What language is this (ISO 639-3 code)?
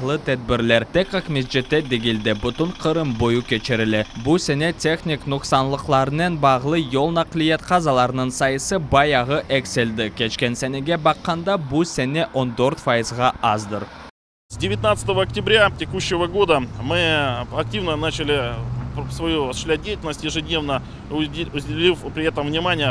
crh